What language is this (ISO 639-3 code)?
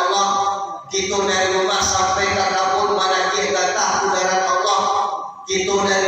min